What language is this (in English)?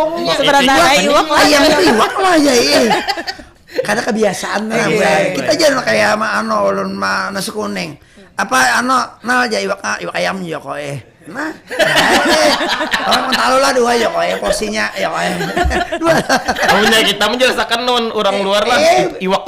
Banjar